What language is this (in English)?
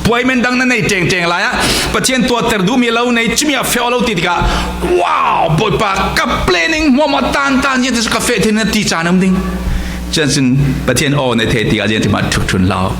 Falam Chin